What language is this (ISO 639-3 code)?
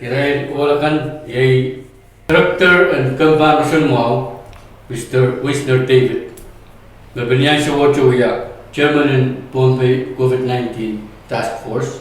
pon